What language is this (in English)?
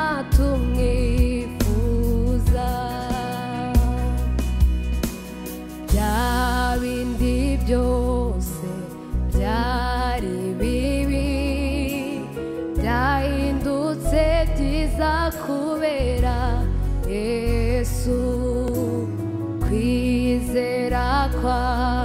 Kinyarwanda